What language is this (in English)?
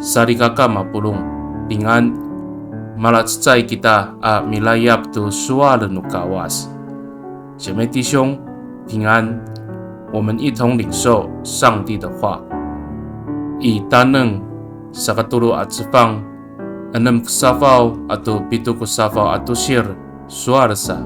Amis